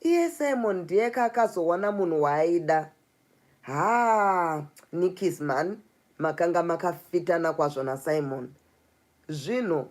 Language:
Shona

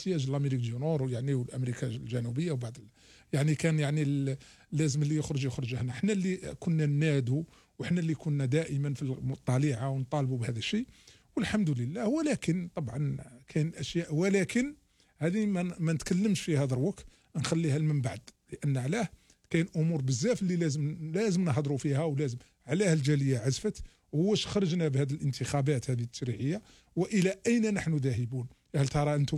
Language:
Algerian Arabic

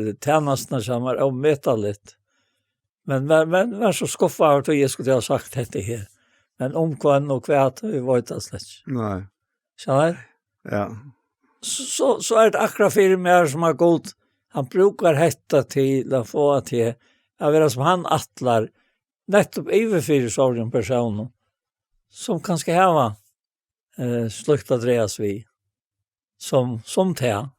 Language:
Faroese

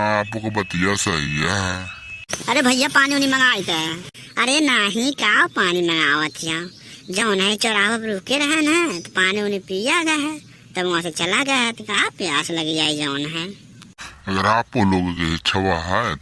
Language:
Awadhi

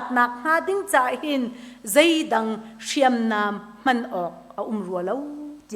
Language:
Hakha Chin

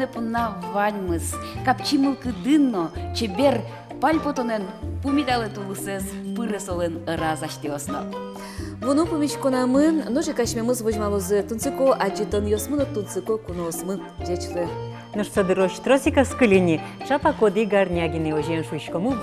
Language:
Udmurt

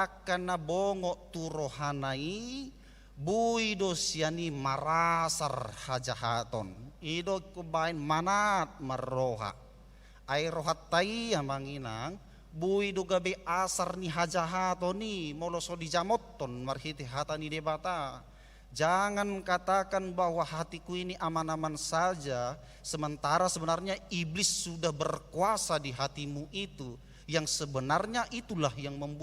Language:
Batak Toba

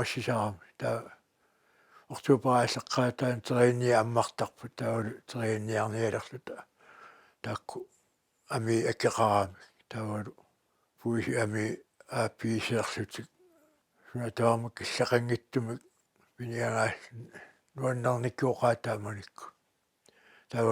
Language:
Kalaallisut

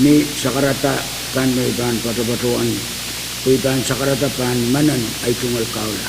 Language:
Pohnpeian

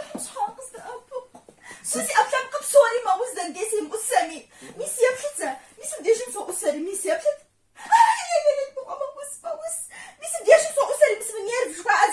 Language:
Kabardian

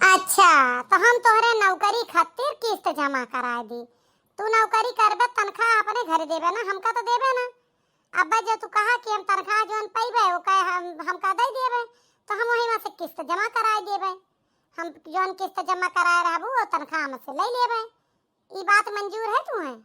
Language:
Awadhi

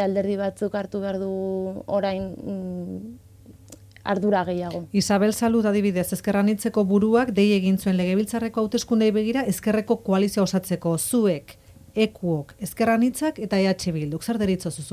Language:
Basque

